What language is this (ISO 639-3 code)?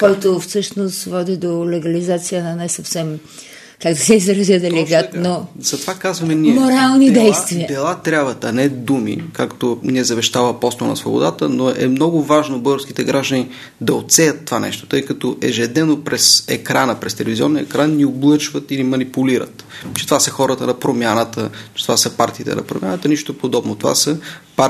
bul